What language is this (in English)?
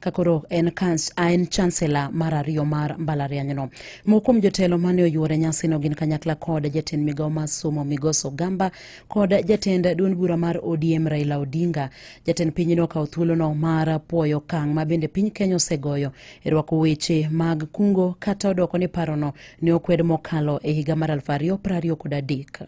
Luo (Kenya and Tanzania)